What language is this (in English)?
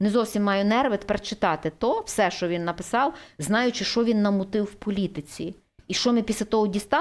Ukrainian